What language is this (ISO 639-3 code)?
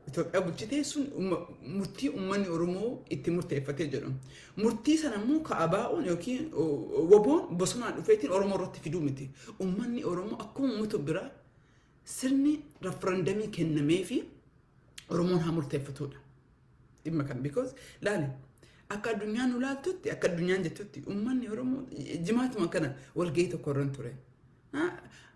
orm